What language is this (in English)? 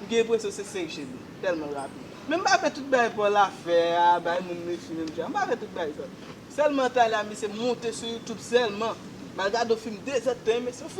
Haitian Creole